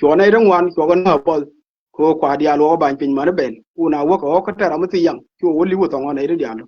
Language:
Nuer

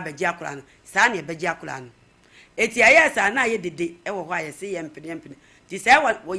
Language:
Akan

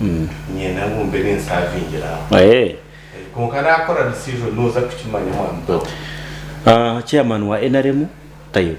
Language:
Nyankole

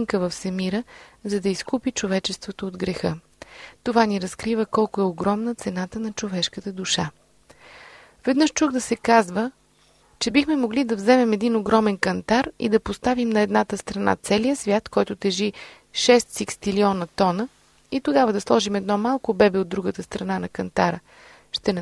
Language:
Bulgarian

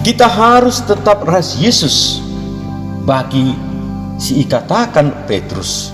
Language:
Batak Karo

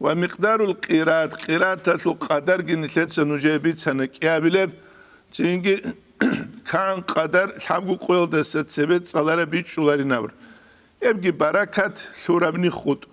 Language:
Avaric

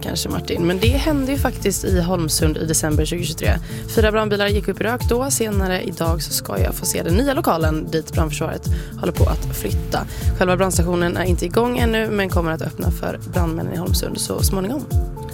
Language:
Swedish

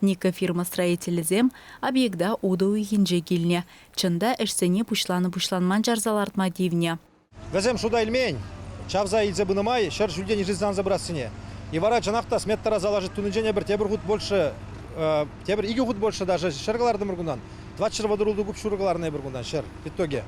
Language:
Chuvash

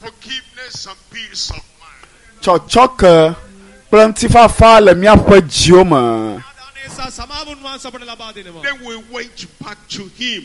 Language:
Ewe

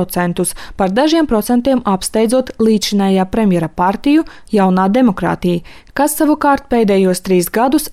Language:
Latvian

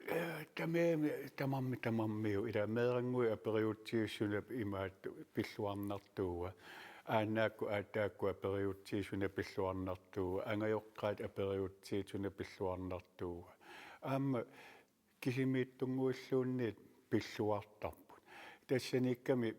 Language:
Kalaallisut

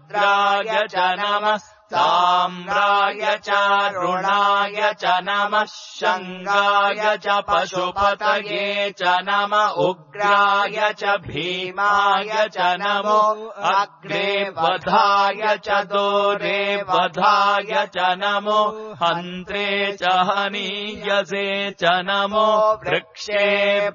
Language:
Sanskrit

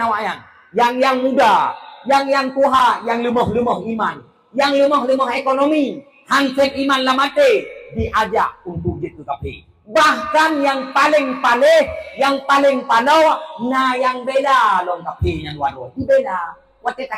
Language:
Achinese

